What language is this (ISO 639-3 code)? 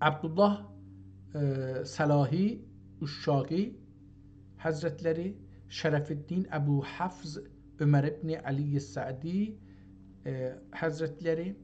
azb